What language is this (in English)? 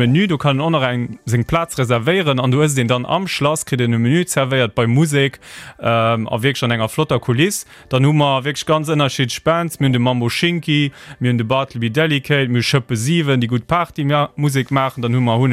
Luxembourgish